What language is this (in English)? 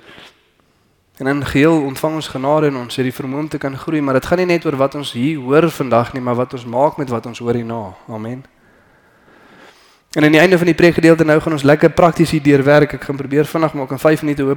Afrikaans